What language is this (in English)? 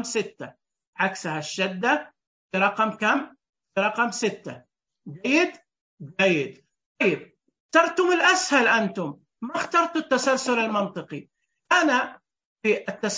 Najdi Arabic